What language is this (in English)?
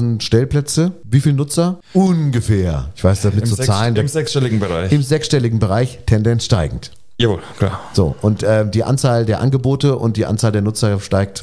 German